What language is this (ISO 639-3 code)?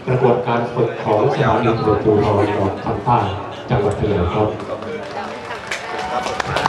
tha